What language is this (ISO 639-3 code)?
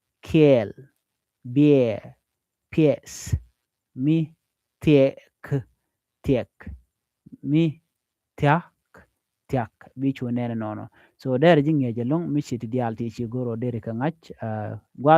nus